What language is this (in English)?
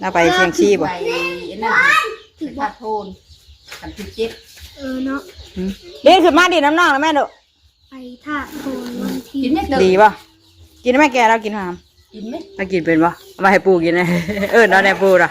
Northeastern Thai